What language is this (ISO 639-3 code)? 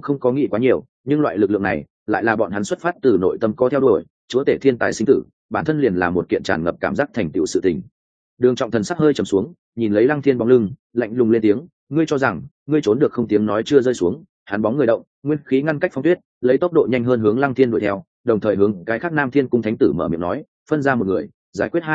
vie